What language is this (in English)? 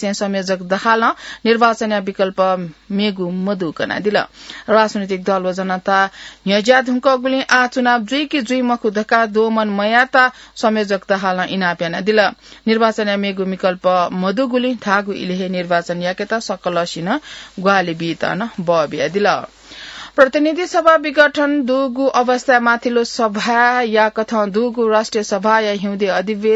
Newari